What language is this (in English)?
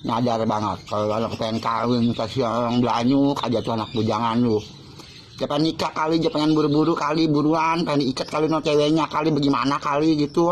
Betawi